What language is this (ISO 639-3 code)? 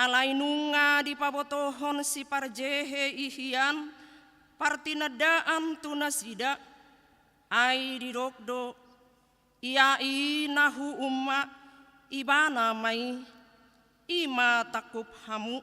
bbc